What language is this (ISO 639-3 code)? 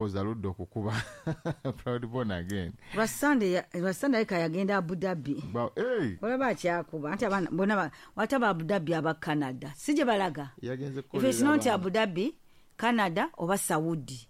lug